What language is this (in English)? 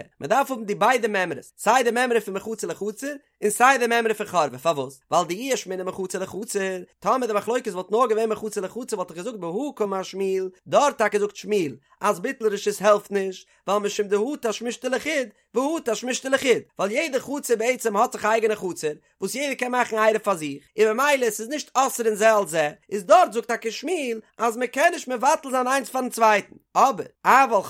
Yiddish